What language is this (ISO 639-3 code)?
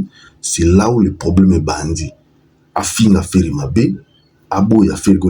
lin